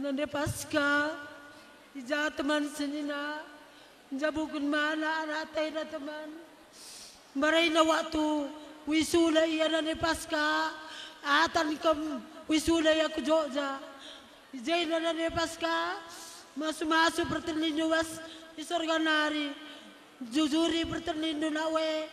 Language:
Batak Karo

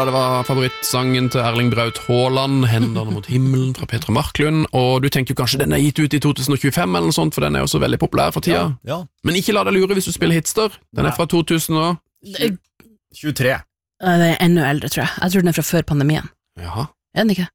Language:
Norwegian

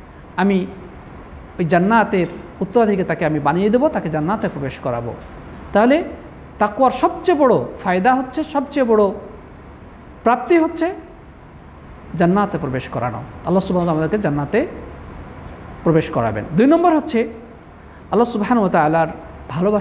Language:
Bangla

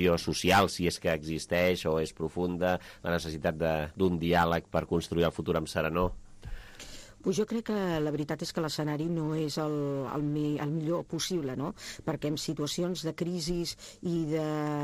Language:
Catalan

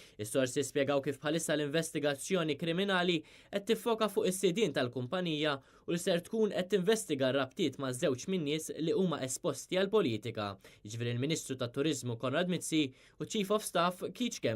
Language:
Maltese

